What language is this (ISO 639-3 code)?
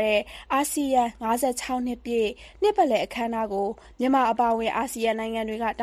mya